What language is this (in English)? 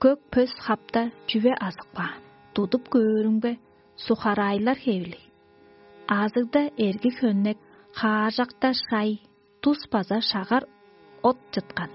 Tuvinian